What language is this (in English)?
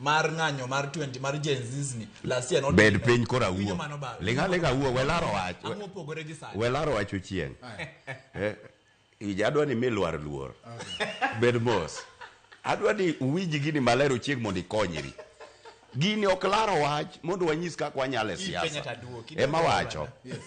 Luo (Kenya and Tanzania)